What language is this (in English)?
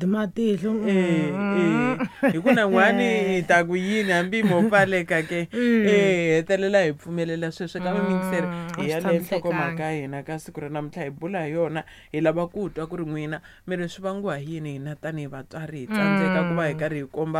Tsonga